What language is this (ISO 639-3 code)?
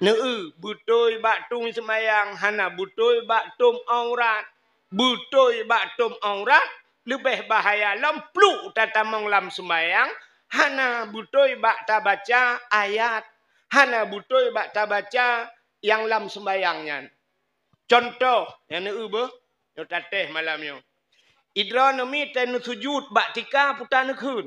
ace